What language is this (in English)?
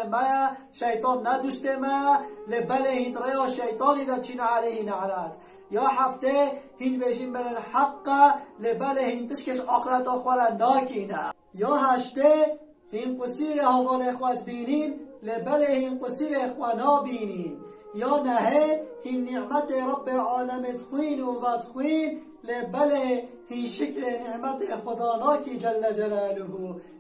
Kurdish